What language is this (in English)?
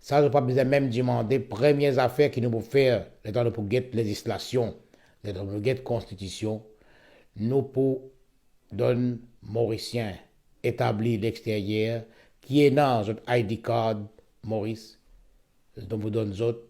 Morisyen